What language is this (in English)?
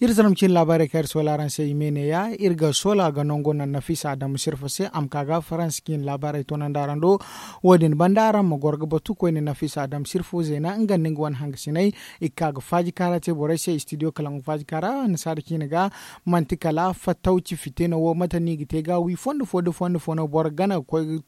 Zarma